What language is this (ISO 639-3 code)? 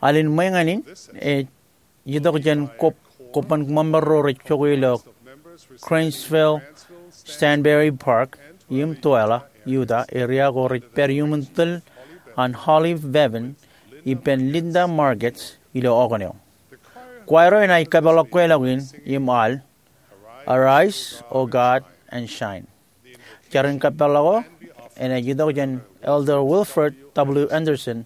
mah